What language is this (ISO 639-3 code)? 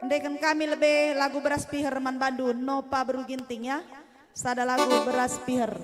btx